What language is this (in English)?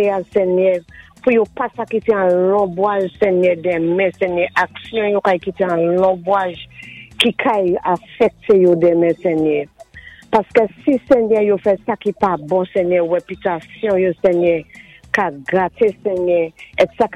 Saint Lucian Creole French